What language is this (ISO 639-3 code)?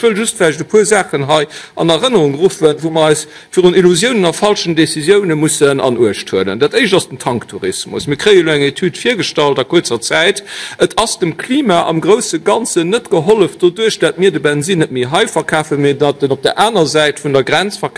ltz